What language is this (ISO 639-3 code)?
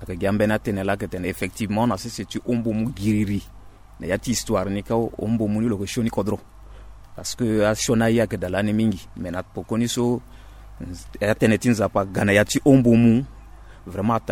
sag